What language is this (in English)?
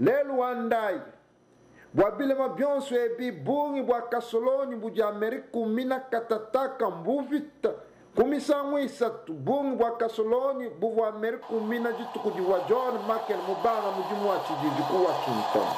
Luba-Lulua